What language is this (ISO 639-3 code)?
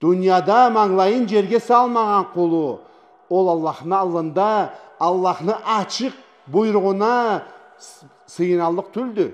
krc